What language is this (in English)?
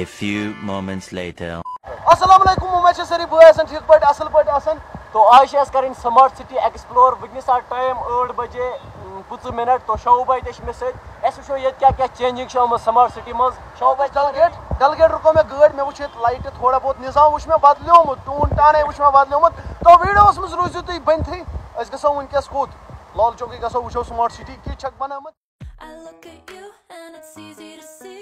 Kashmiri